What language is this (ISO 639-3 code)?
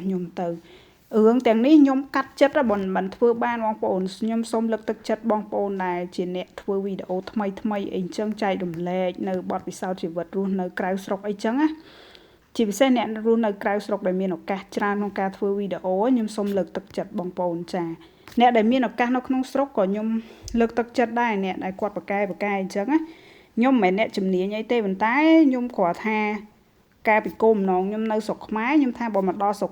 khm